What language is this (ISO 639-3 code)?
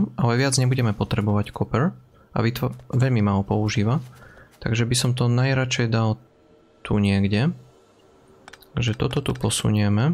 slk